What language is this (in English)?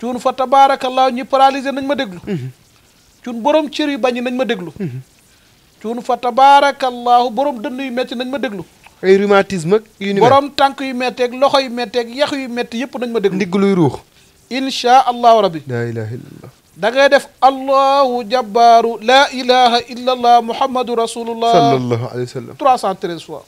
Wolof